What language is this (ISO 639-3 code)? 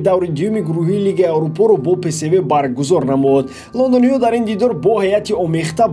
tgk